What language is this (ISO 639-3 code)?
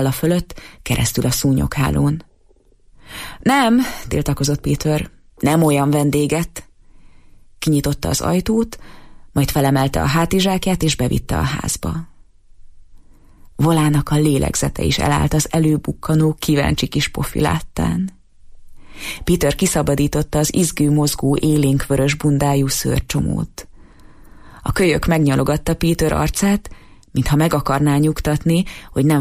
hun